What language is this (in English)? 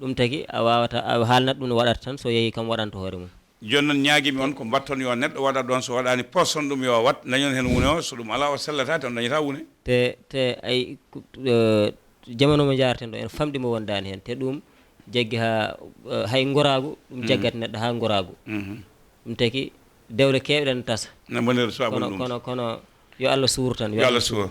Fula